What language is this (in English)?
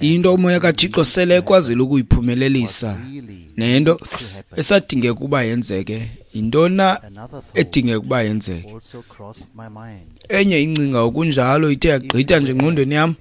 Xhosa